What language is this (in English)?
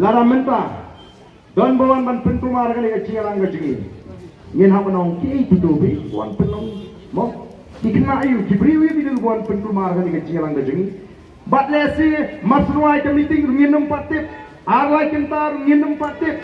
Khasi